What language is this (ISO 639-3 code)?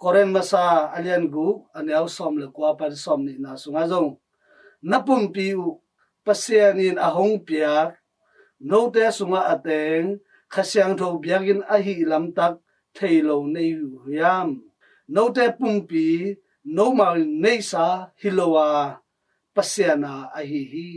ctd